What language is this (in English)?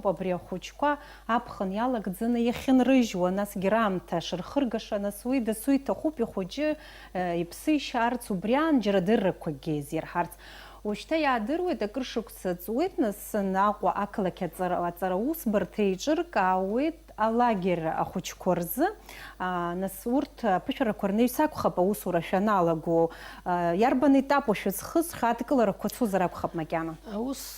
Abkhazian